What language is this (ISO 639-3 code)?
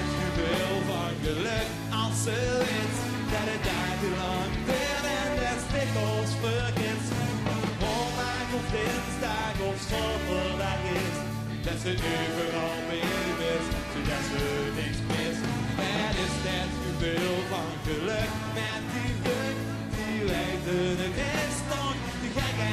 lim